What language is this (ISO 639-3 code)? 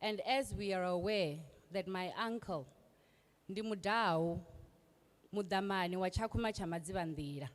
ven